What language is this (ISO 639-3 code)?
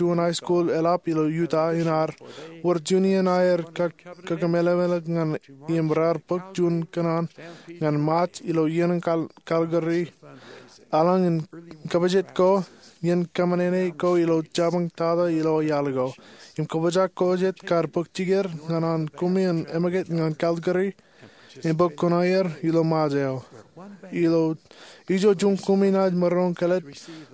mah